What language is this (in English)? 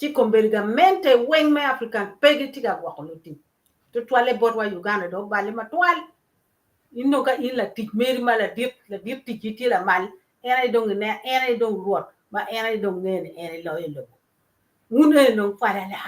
Acoli